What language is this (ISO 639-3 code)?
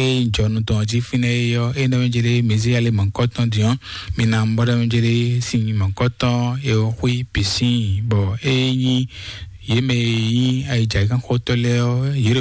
fon